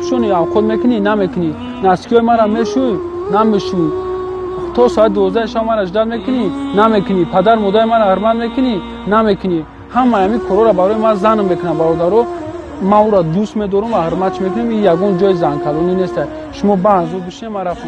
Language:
Tajik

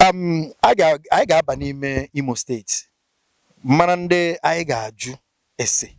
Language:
Igbo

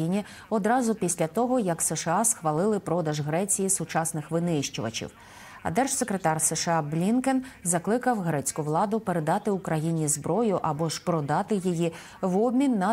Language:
Ukrainian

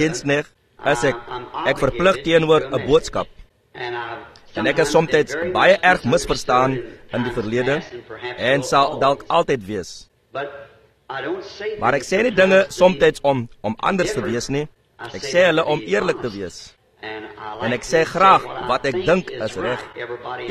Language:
Afrikaans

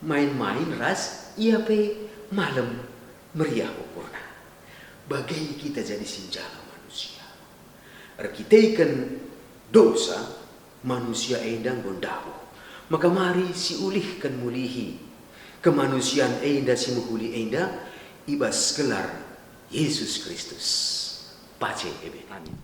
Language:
Batak Karo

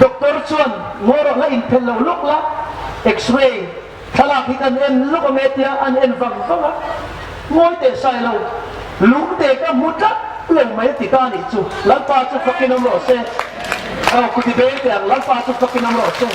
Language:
Hmar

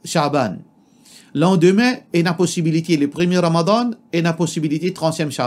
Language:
Morisyen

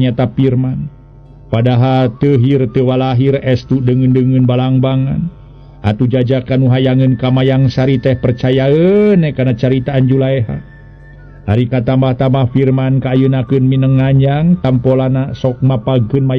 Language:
Sundanese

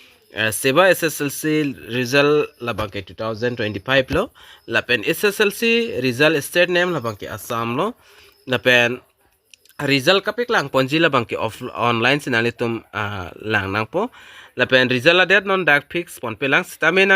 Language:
Karbi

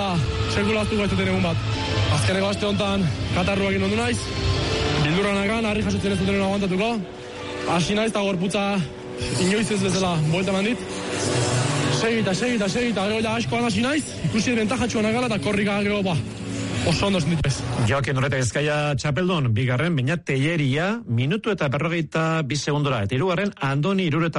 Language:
Basque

